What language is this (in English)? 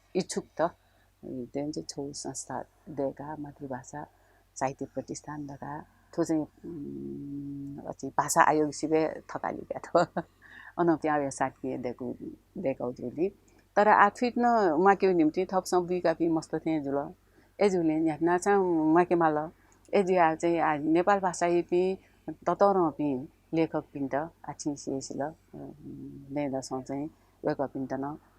Newari